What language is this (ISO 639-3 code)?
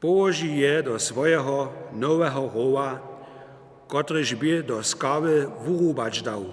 hsb